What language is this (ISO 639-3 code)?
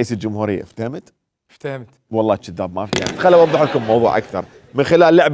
acm